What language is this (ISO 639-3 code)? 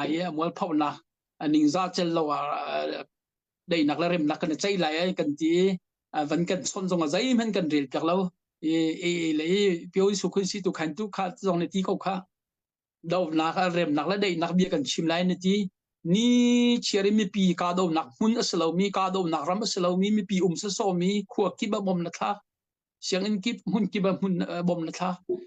cnh